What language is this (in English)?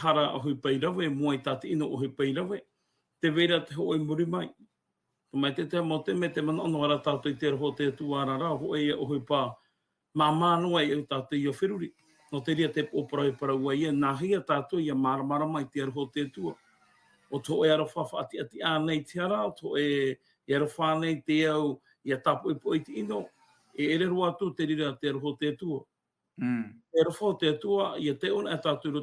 Tahitian